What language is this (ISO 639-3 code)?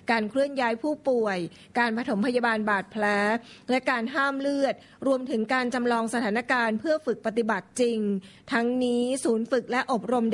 tha